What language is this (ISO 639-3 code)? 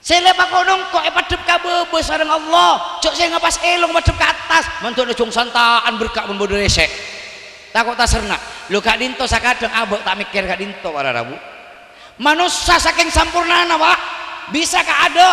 mad